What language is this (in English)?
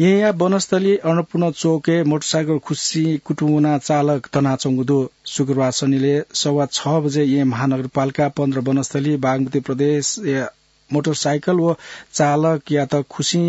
Newari